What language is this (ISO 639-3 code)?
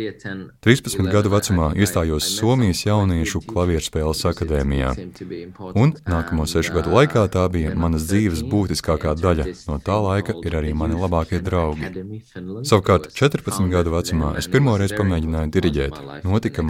lav